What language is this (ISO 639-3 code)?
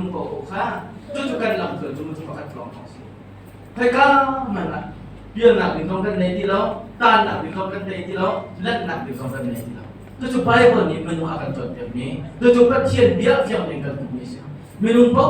cnh